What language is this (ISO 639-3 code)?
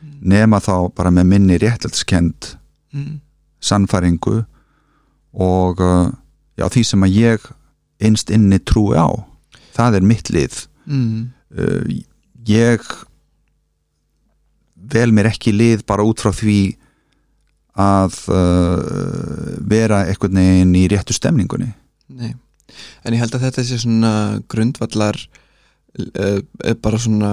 isl